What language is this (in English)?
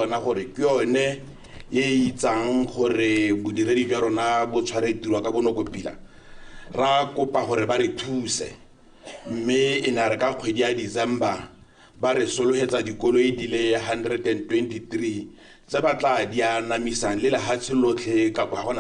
Tswana